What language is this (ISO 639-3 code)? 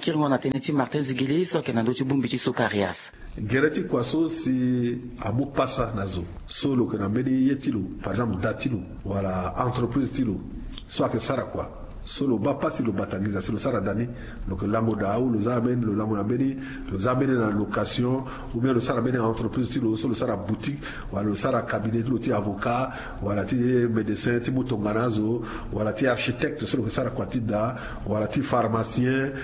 sag